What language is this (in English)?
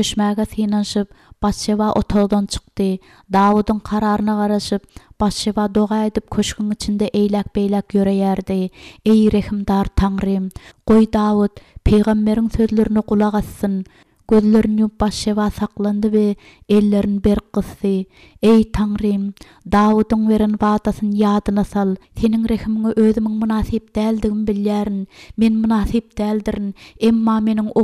Turkmen